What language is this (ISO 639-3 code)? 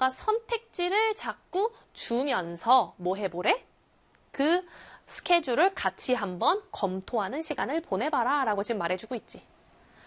kor